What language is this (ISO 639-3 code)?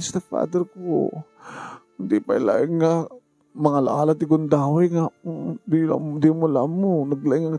ilo